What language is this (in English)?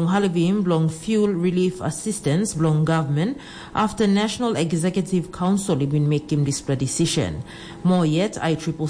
Tok Pisin